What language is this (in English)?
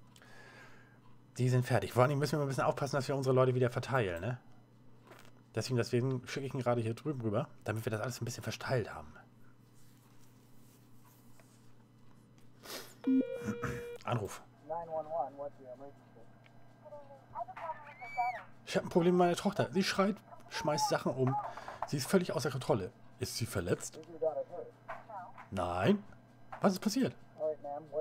German